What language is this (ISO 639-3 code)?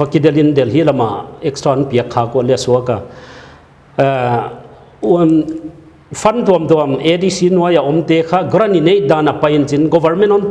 pck